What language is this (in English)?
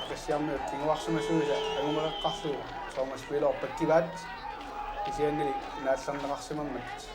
Kalaallisut